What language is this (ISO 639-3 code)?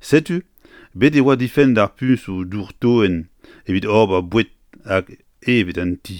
bre